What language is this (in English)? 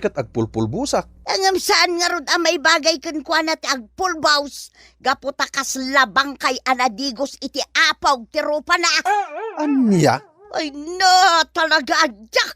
Iloko